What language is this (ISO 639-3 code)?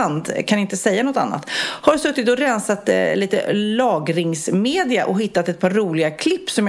swe